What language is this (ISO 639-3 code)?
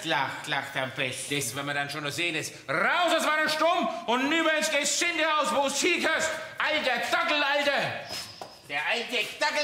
deu